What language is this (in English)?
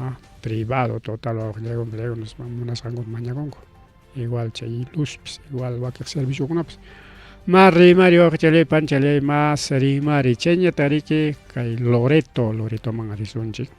Ayacucho Quechua